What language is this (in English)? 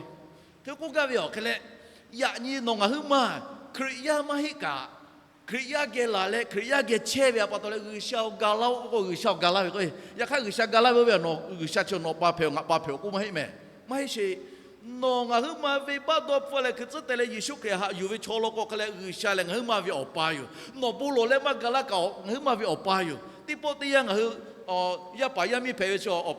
Lahu